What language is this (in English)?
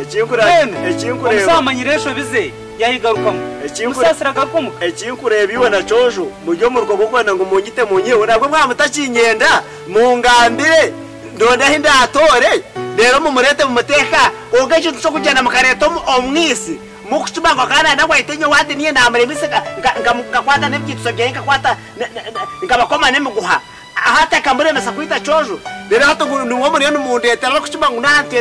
Nyankole